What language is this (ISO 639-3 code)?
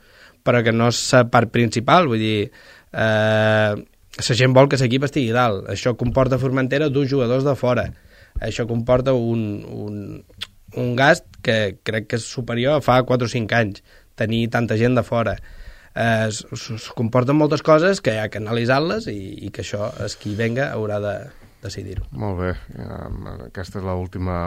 cat